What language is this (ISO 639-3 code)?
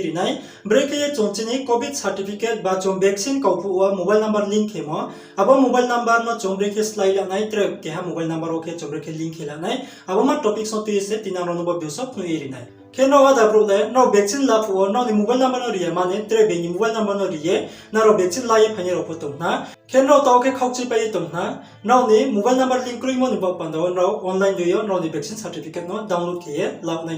ria